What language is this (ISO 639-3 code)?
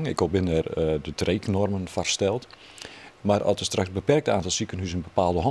fry